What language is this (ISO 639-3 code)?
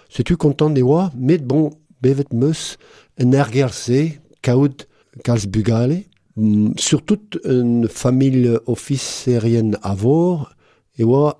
bre